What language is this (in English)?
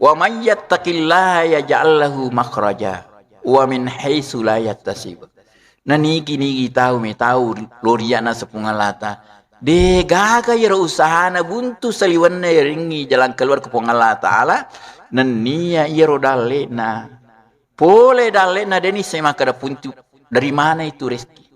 Buginese